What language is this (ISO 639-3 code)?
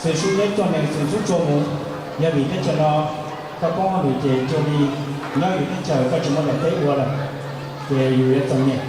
hmn